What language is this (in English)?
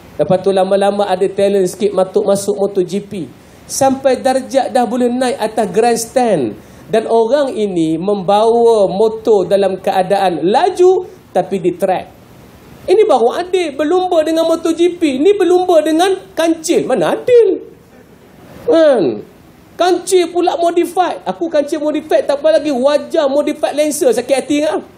Malay